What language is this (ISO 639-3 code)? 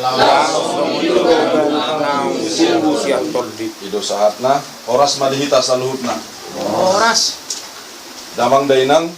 bbc